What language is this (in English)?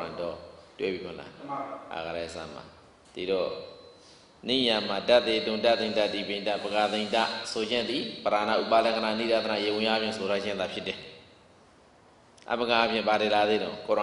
Burmese